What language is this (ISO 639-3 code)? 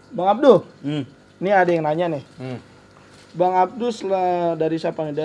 bew